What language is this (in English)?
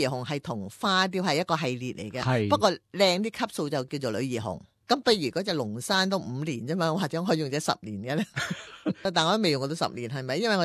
Cantonese